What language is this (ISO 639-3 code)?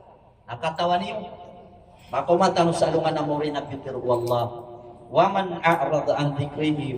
mrw